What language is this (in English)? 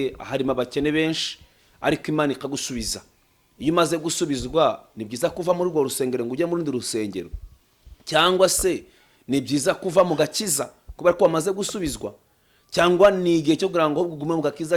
Kinyarwanda